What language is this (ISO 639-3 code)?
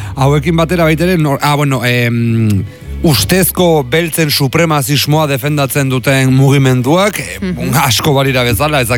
eus